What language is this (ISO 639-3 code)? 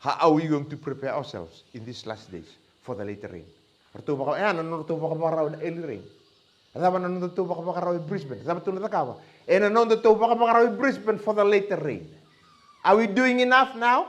fij